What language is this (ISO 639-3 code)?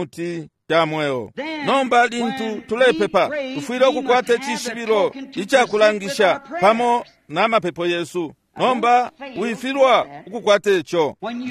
bem